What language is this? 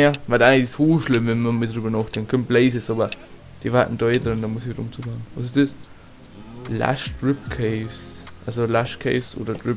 Bavarian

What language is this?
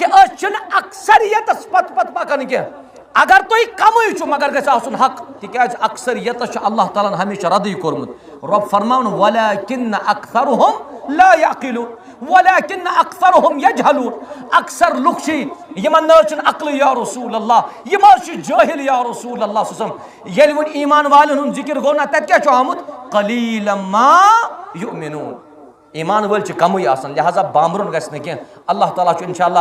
Kashmiri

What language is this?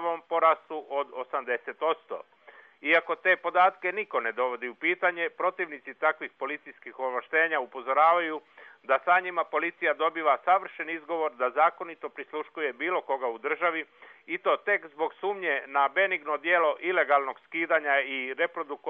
Bosnian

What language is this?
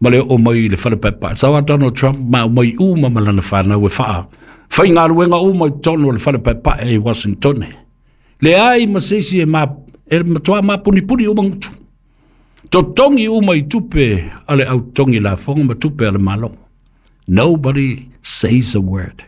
Samoan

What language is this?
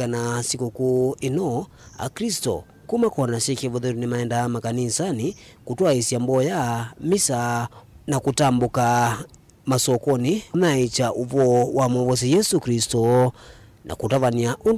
Kamba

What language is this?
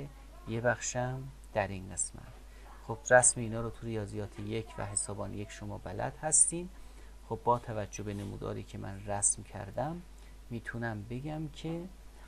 Persian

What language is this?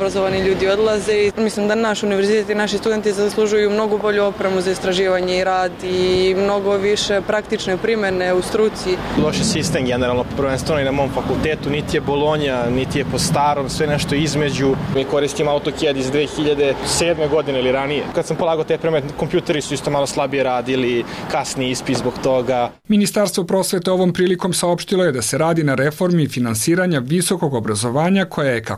Serbian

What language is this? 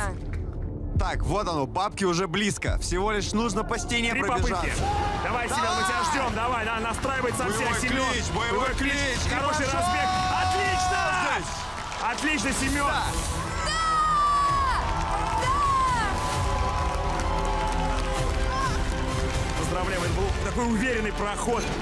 Russian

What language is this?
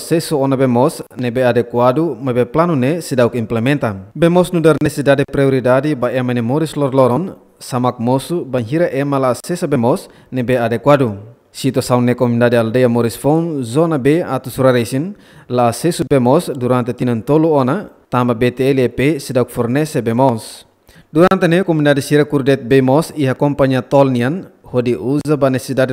Tetum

